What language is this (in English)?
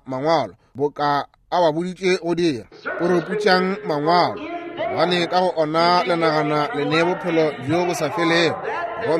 Northern Sotho